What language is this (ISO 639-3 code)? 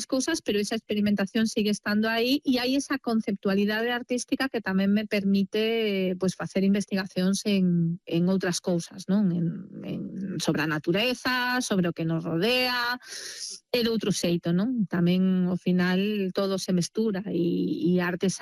glg